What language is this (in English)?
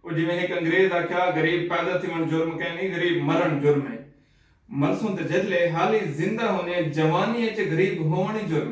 Saraiki